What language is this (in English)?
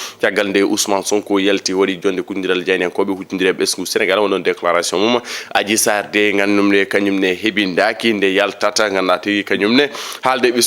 Fula